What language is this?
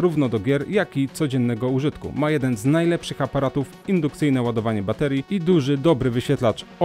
Polish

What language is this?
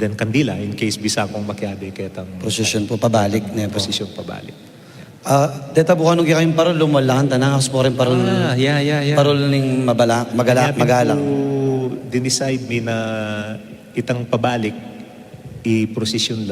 Pampanga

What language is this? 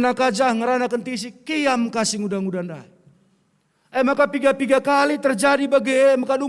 Batak Karo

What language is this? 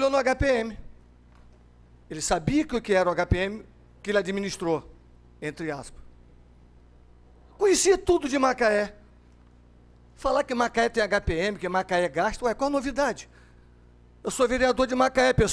Portuguese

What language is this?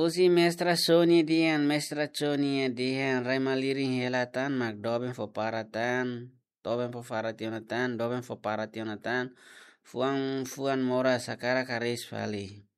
Tetum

